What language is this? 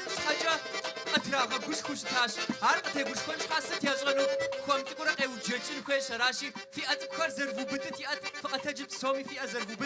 Kabardian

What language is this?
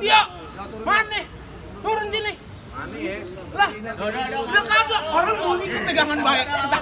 Betawi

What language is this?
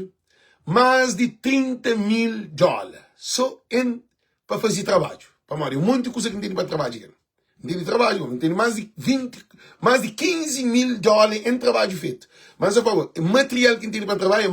Kabuverdianu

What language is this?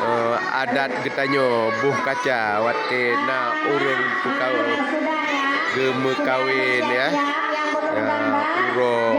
Achinese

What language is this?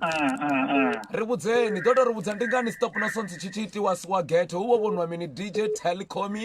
Venda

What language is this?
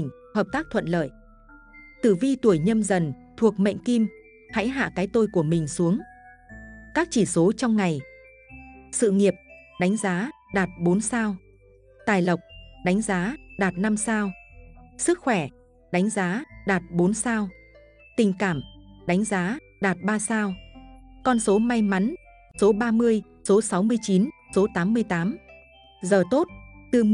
Vietnamese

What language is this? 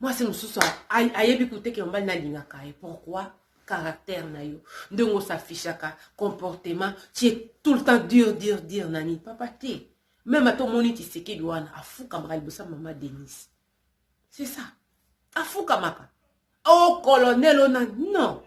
Lingala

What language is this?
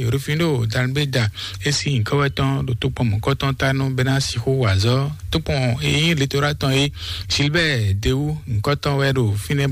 Fon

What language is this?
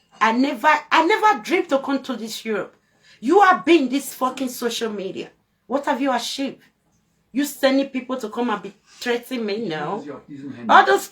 Nigerian Pidgin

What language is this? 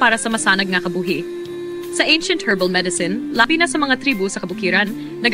Hiligaynon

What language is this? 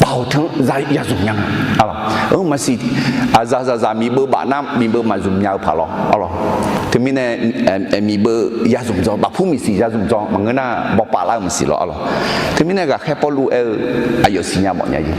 Akha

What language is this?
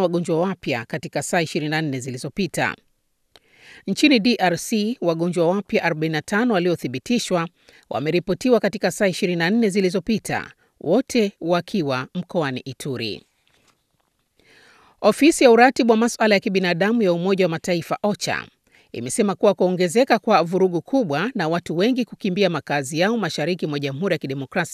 Swahili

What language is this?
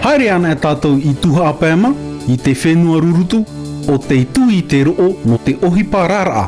Tahitian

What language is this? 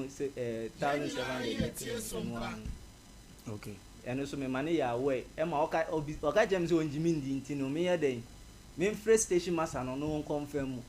Akan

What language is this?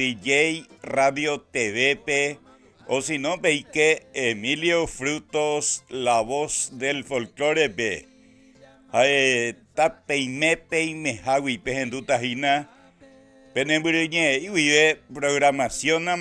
Guarani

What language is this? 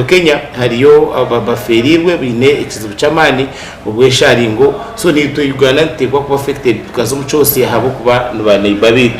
Nyankole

